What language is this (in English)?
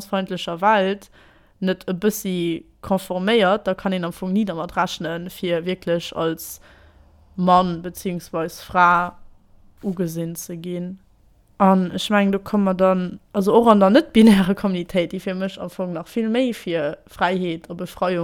Luxembourgish